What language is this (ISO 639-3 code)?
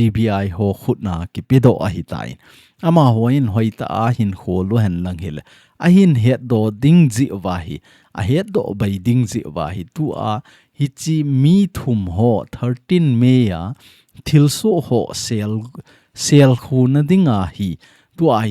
tcz